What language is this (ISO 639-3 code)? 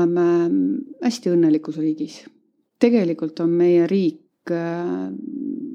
est